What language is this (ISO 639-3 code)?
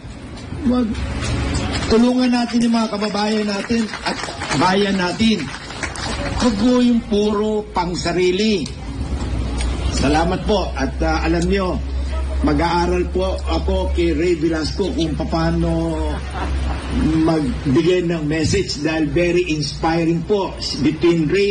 fil